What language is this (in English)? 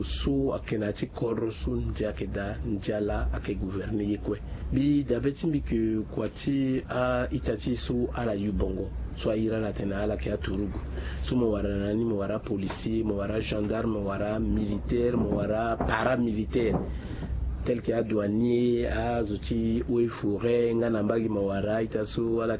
Sango